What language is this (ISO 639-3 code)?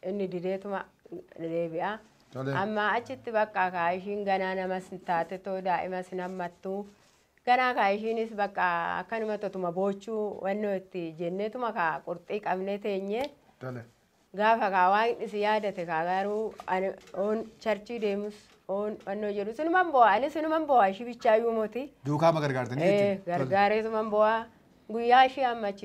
orm